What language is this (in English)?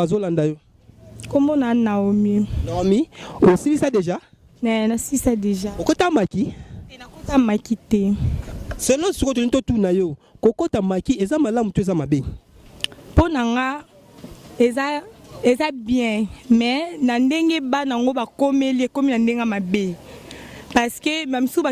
Lingala